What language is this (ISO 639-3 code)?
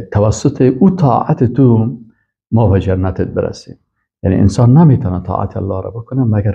fas